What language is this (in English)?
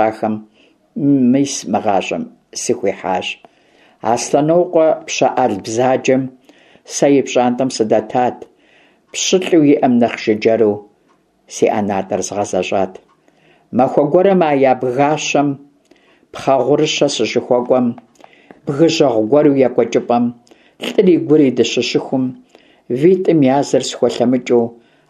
Kabardian